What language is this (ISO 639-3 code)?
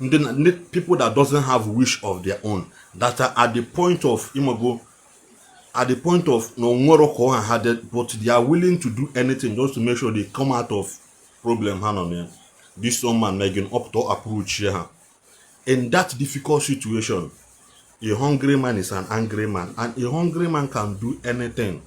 ibo